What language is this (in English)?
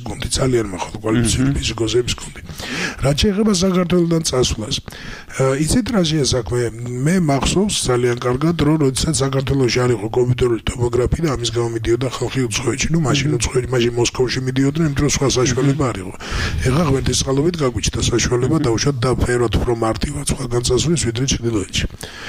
Georgian